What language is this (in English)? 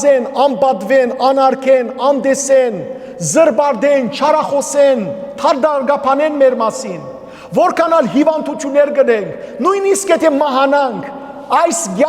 Western Armenian